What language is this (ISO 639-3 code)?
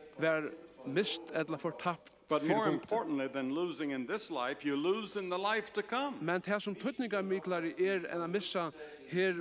fao